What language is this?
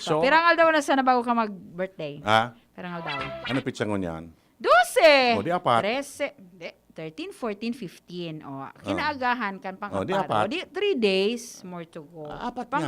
Bikol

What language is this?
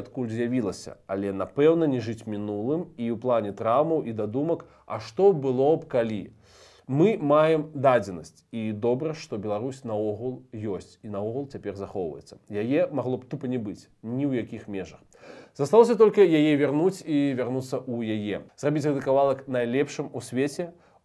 Belarusian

